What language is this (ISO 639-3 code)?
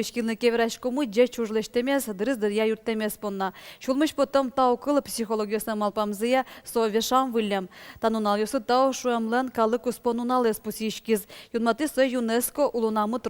udm